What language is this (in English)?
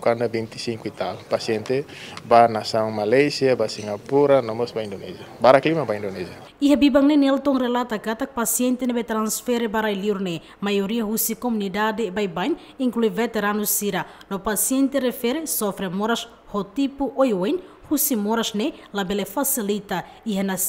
Tetum